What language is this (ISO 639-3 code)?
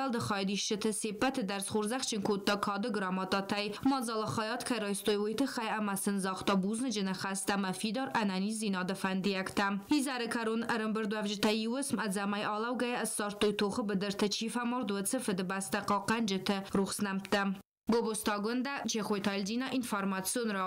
oss